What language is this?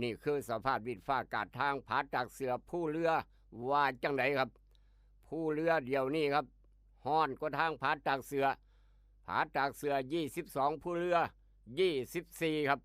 Northeastern Thai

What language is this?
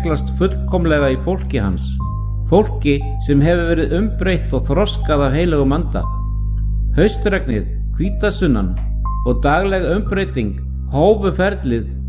Icelandic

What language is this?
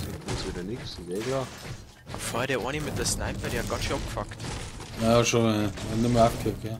Bavarian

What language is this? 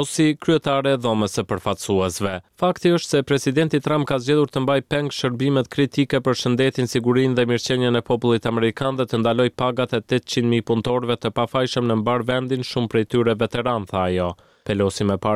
Albanian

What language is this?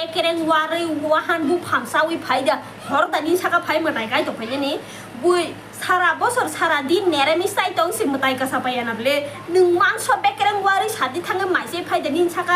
Kok Borok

